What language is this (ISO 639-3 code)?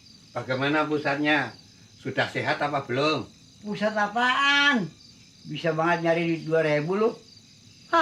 bew